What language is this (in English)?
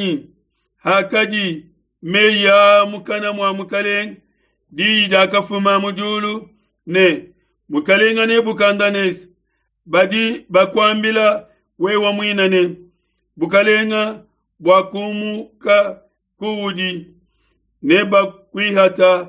Luba-Lulua